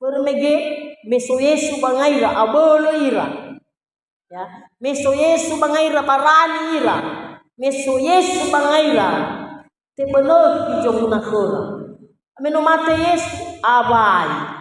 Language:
Nias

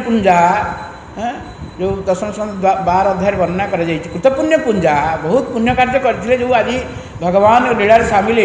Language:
Odia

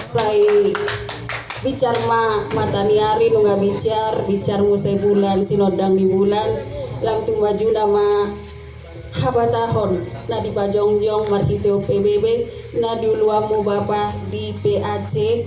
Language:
Batak Toba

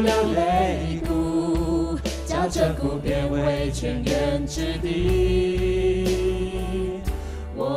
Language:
Chinese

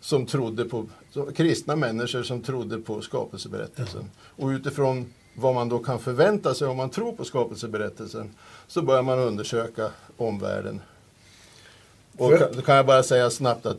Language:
Swedish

